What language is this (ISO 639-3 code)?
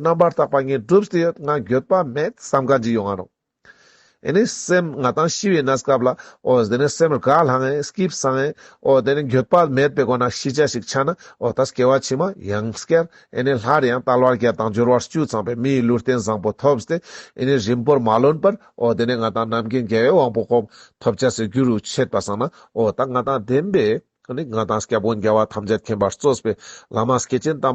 lbj